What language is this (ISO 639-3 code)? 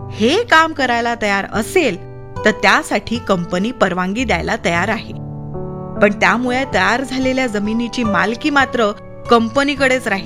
mar